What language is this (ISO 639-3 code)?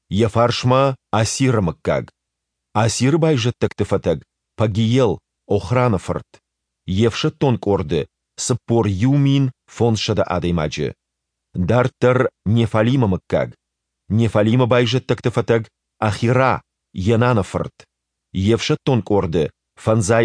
oss